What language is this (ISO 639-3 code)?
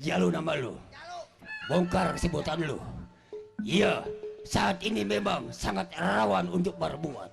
bew